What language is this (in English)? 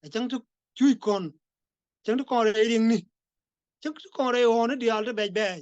Nuer